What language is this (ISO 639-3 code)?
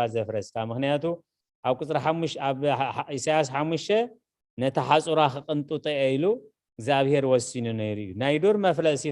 tir